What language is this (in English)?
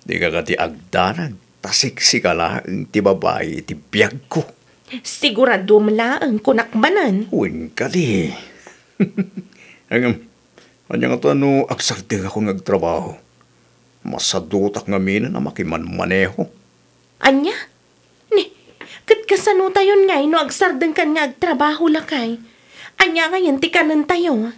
Iloko